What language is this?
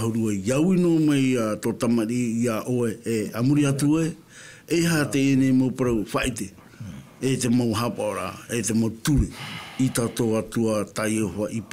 Tahitian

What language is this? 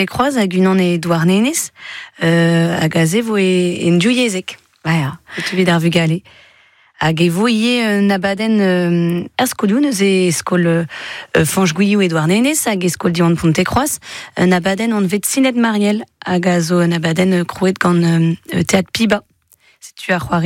Breton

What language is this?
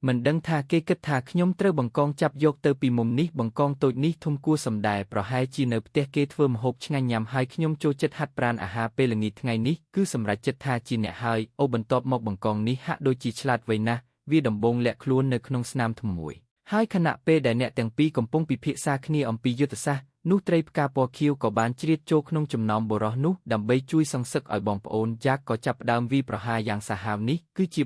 Khmer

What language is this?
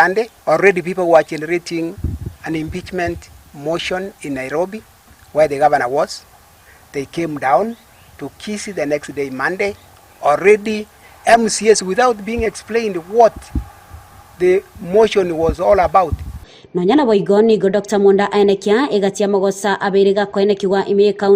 Gusii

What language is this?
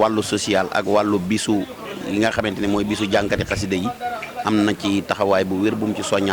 Wolof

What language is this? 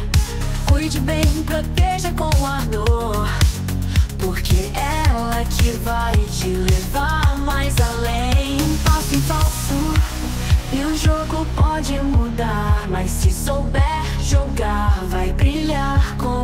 Portuguese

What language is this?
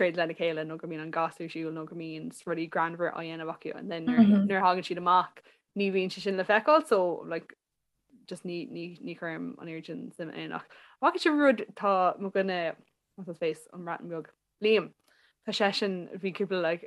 Irish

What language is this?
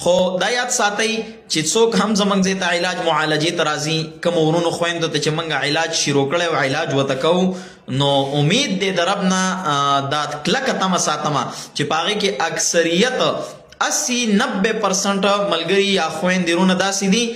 Pashto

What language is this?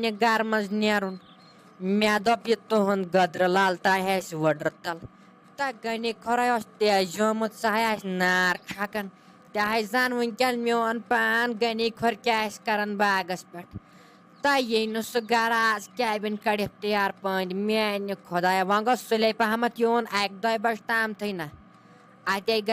Kashmiri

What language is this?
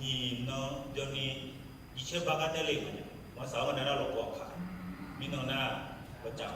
Akha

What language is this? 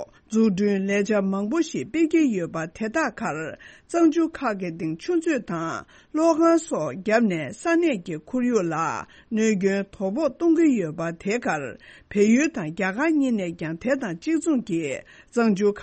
Tibetan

